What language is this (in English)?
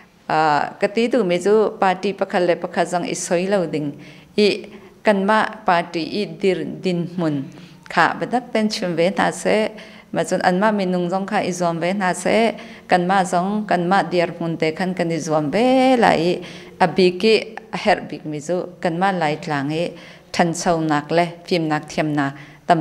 Hakha Chin